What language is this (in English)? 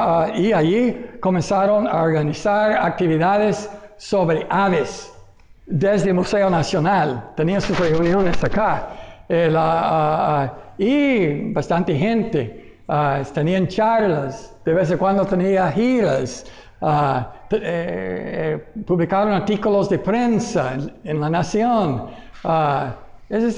Spanish